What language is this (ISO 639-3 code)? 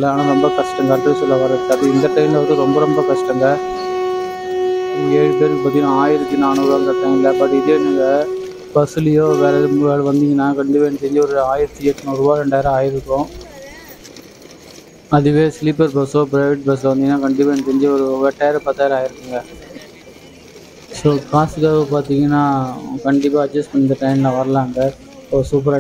tam